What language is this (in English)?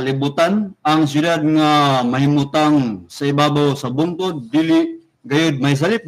Cebuano